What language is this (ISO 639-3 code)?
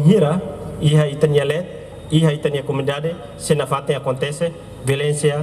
tet